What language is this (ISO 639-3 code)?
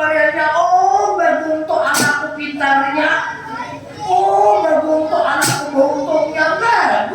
bjn